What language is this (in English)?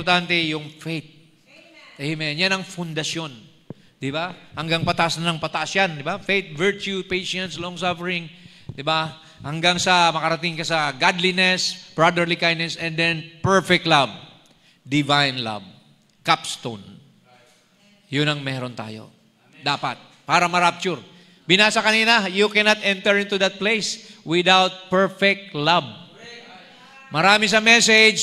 Filipino